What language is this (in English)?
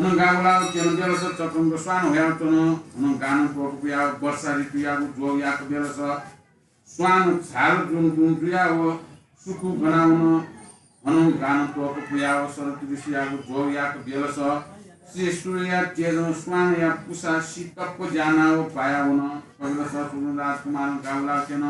Newari